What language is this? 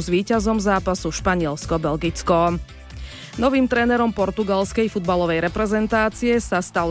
Slovak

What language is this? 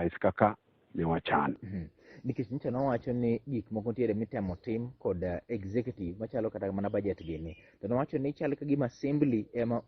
Luo (Kenya and Tanzania)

